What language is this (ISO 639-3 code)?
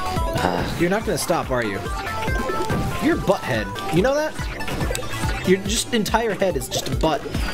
eng